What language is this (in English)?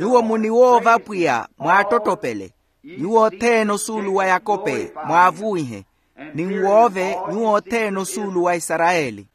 Makhuwa